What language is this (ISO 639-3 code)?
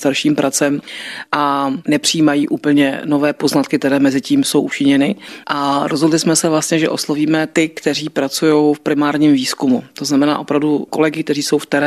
ces